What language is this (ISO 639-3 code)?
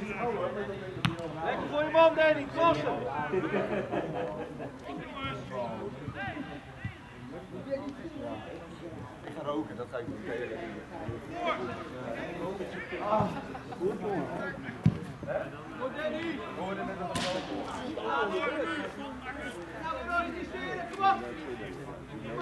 nld